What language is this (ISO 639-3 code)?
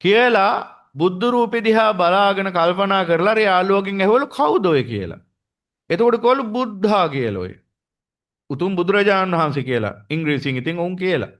sin